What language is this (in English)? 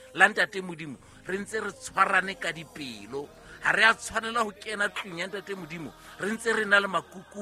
Southern Sotho